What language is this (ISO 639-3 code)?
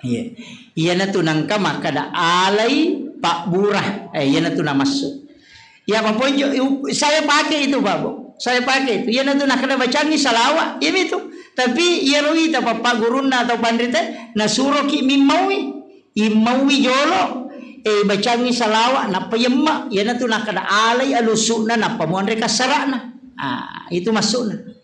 bug